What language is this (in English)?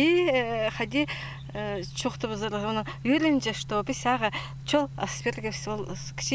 Khakas